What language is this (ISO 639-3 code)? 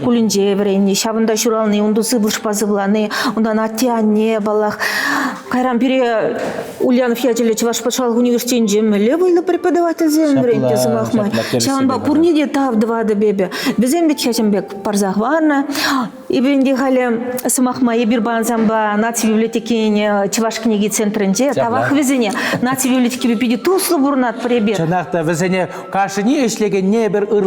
chv